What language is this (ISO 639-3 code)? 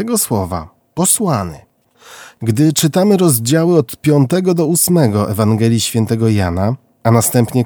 pol